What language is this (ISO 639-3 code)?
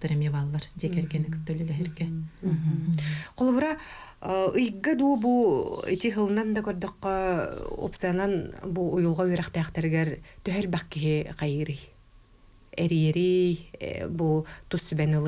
sah